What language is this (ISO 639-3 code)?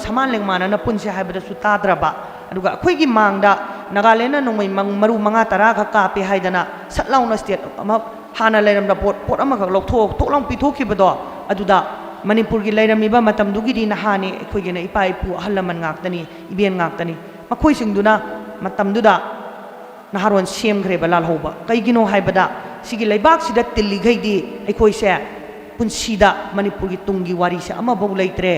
mni